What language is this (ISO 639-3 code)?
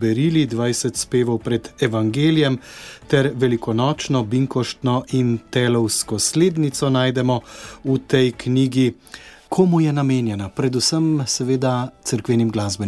slv